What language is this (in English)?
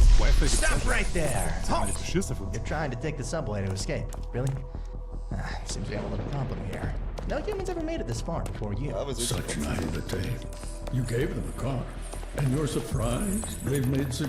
Bavarian